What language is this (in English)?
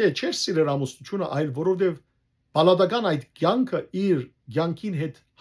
Western Armenian